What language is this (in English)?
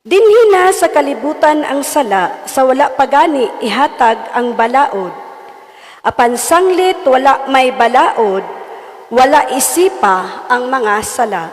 Cebuano